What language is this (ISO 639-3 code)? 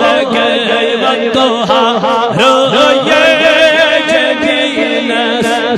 kas